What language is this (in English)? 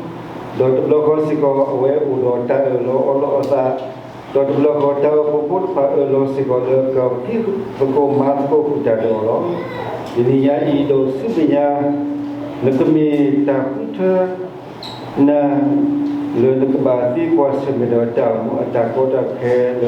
S'gaw Karen